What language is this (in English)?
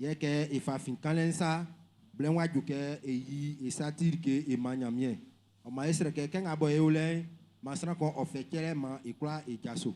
Baoulé